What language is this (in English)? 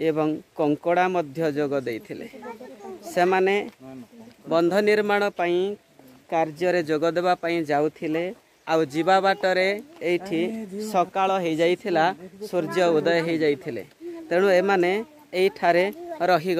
Odia